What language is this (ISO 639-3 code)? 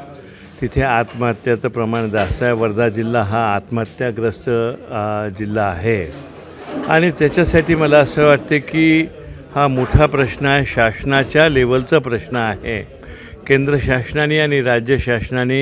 mar